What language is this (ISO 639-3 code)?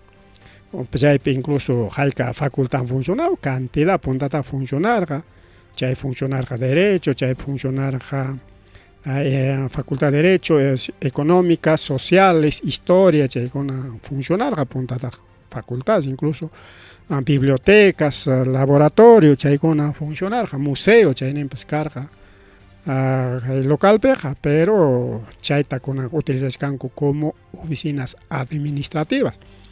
quy